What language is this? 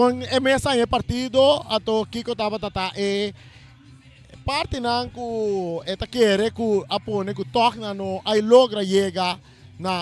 Papiamento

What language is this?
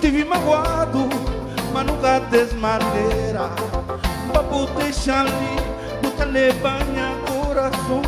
Kabuverdianu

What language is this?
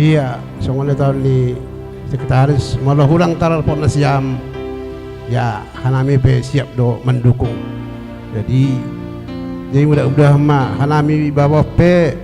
Batak Simalungun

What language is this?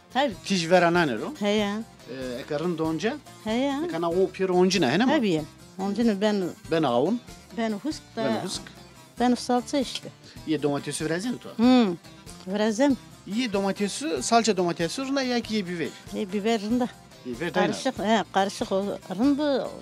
Zaza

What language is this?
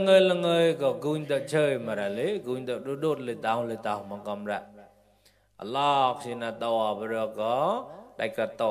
Mon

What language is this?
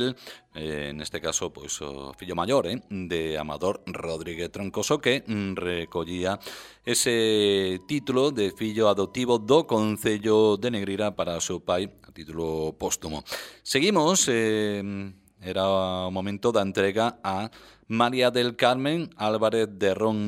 Galician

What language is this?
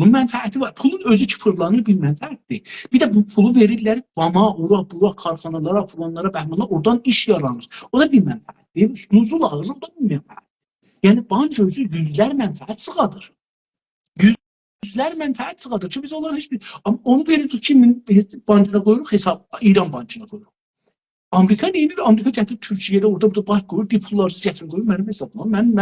South Azerbaijani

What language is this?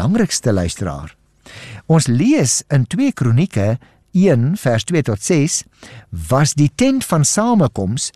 Afrikaans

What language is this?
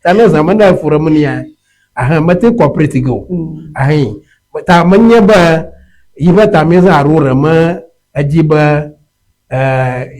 Ewe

